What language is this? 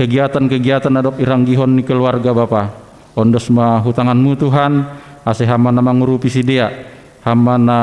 Batak Simalungun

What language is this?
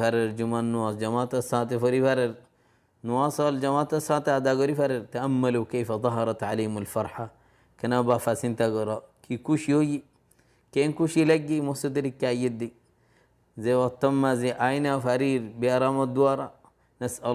Rohingya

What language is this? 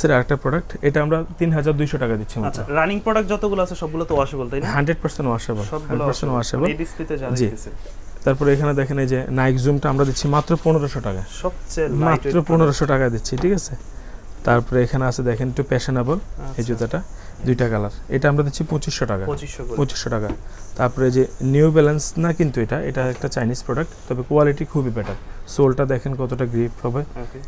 Bangla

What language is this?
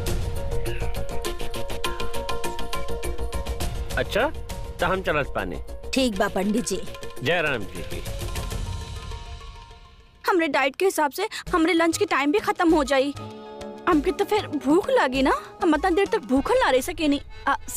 Bhojpuri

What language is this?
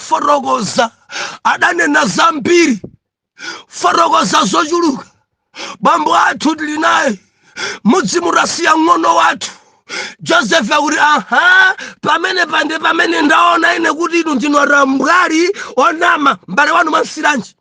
Nyanja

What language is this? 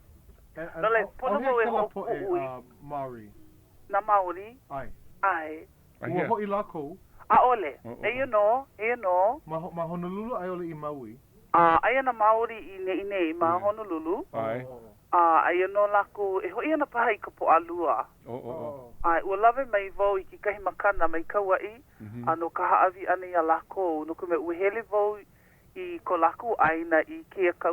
Hawaiian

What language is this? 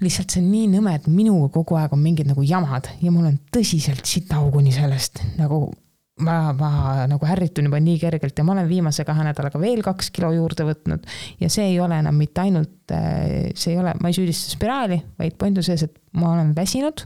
Estonian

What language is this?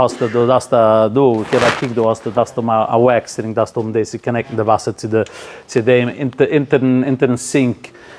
Yiddish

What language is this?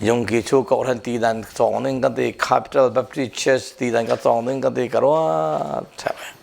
Falam Chin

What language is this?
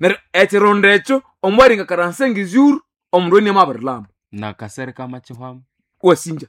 Nande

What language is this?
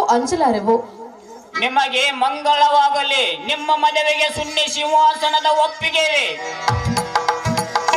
Kannada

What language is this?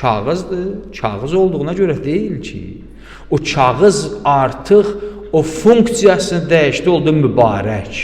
Azerbaijani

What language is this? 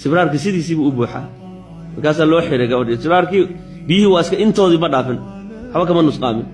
Somali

